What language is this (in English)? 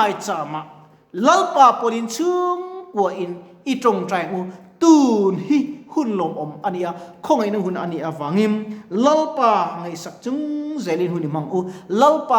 Mizo